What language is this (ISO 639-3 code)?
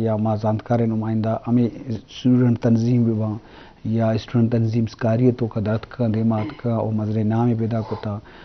bgp